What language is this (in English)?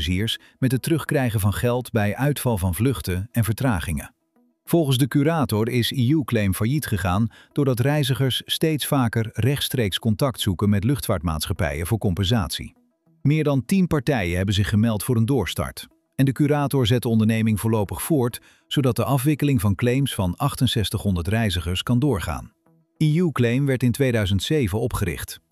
Dutch